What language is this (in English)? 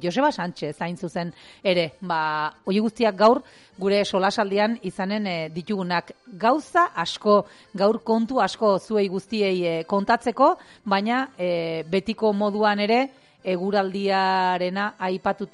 Basque